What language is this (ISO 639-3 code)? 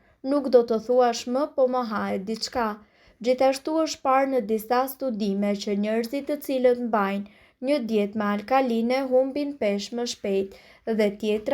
sqi